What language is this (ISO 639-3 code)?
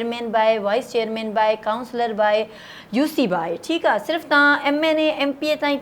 snd